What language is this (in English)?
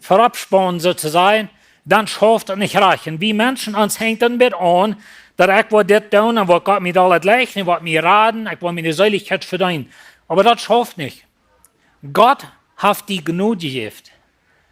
Plautdietsch